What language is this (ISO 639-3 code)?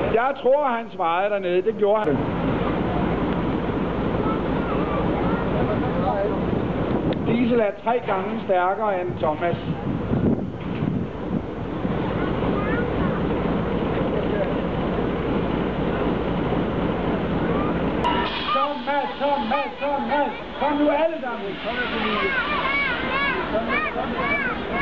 dan